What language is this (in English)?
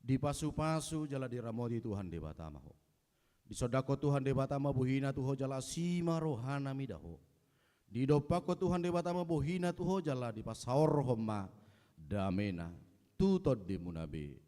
Batak Toba